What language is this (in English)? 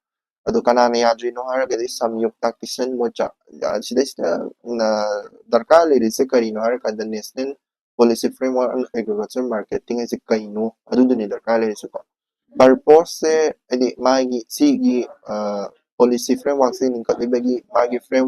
Manipuri